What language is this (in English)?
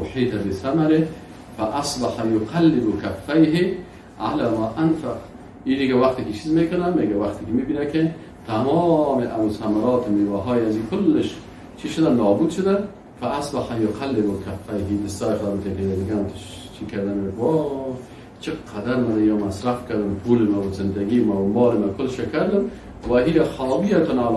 Persian